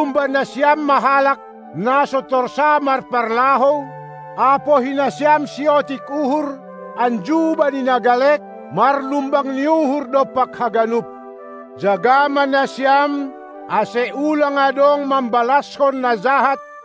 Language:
Batak Simalungun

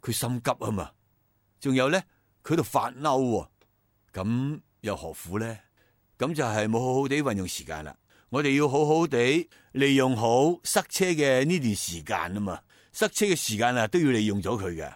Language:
Cantonese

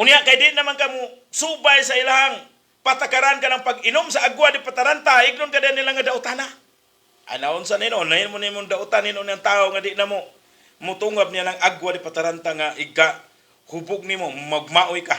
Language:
Cebuano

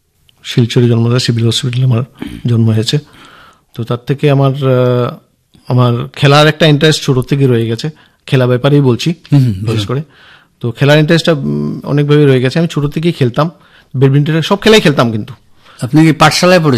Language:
Bangla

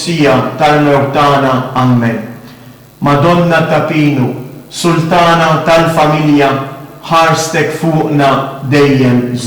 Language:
Maltese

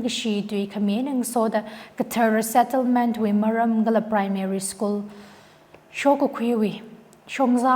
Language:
Tangkhul Naga (India)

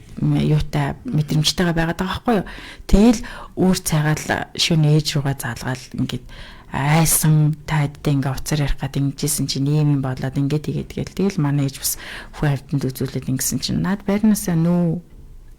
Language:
Mongolian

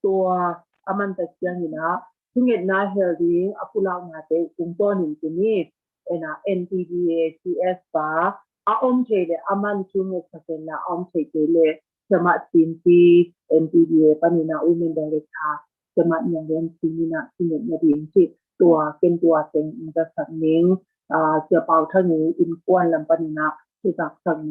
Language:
Tedim Chin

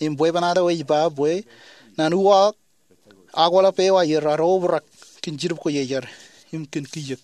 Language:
Marshallese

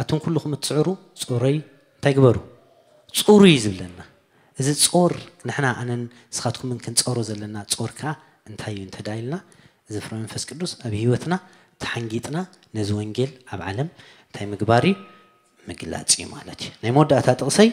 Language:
Tigrinya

